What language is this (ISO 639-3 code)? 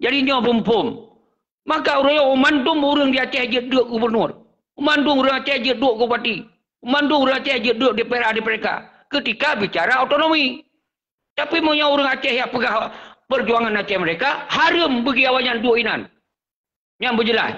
ace